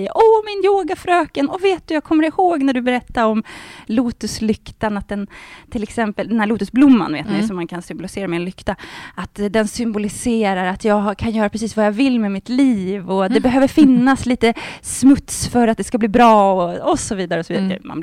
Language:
Swedish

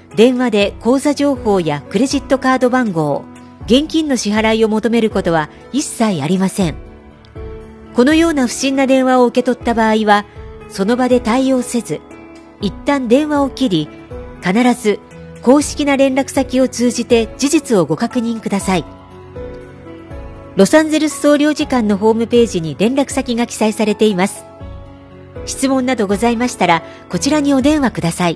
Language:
Japanese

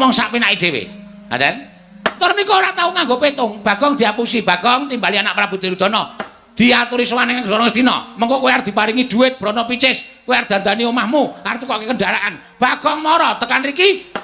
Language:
Javanese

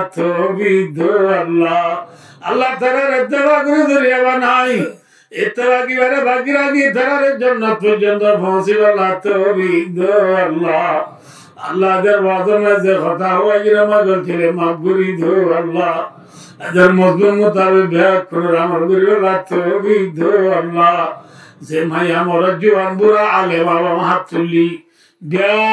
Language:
Rohingya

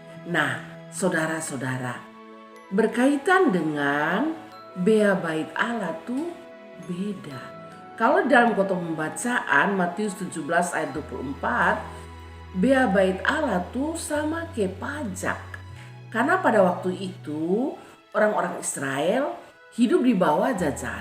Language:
Kupang Malay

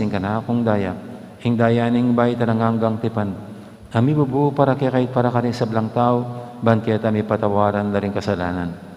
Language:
Pampanga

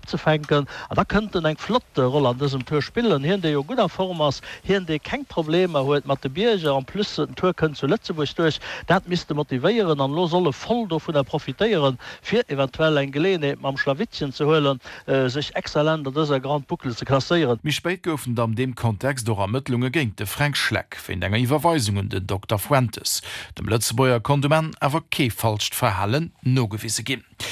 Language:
Luxembourgish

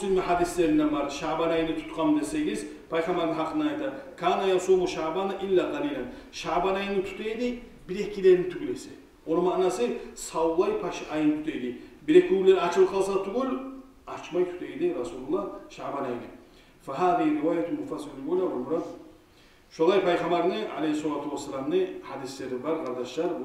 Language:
Kumyk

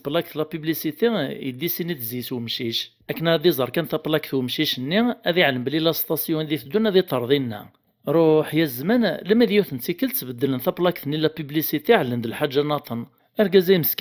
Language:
Kabyle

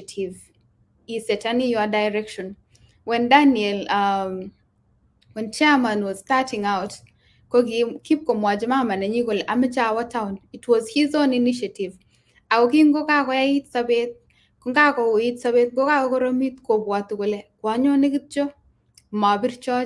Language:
Kalenjin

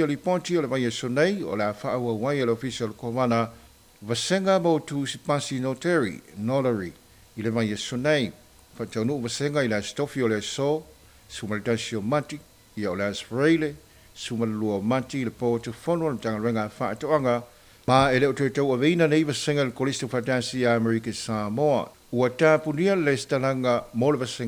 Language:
Samoan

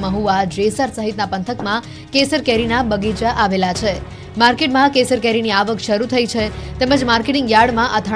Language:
Gujarati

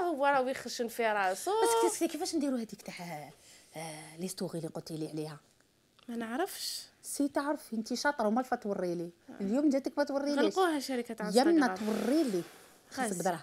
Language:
Algerian Arabic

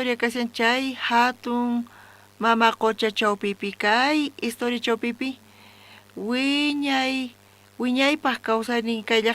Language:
South Bolivian Quechua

